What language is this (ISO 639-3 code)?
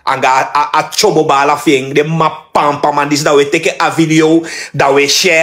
srn